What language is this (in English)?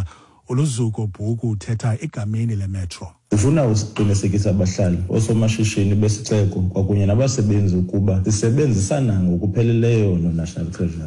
Xhosa